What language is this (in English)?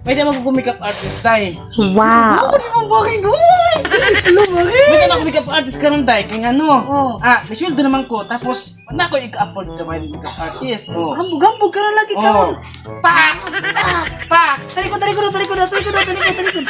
Cebuano